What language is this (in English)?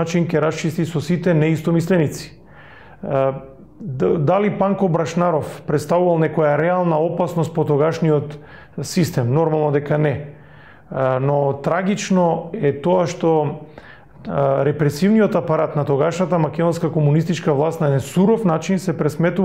Macedonian